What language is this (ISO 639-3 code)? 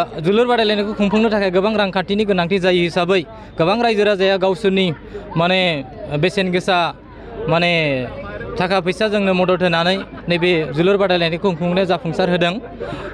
brx